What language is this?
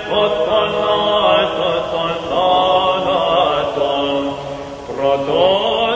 Greek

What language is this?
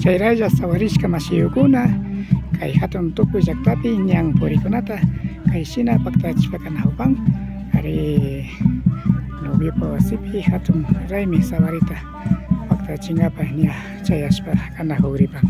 Imbabura Highland Quichua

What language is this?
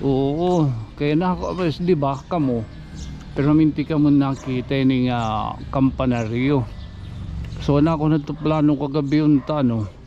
Waray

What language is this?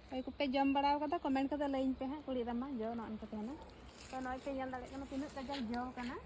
Santali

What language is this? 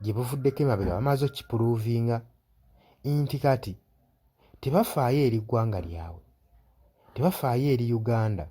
Ganda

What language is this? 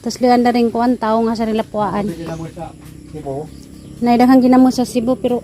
Cebuano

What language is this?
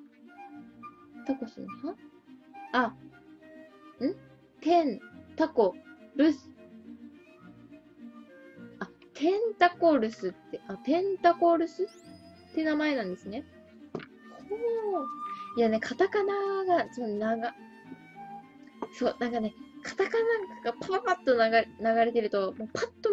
Japanese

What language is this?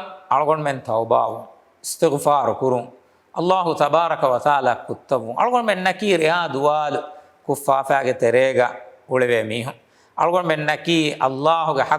Divehi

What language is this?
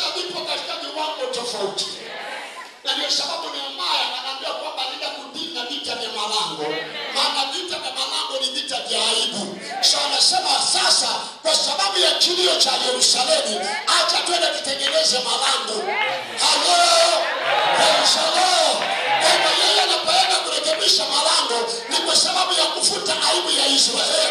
Swahili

